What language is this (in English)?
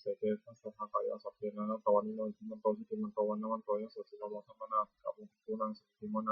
Pali